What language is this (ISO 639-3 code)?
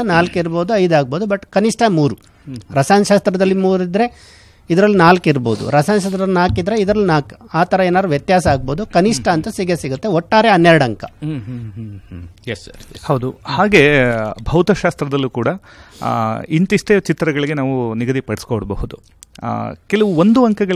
kan